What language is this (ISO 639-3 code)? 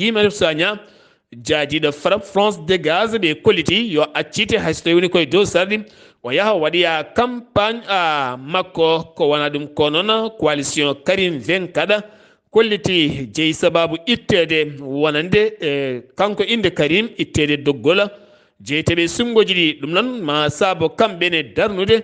ful